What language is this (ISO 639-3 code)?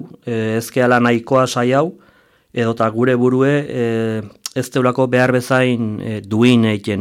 eus